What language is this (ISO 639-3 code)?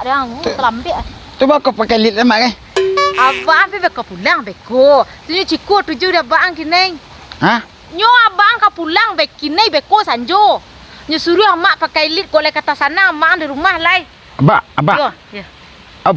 min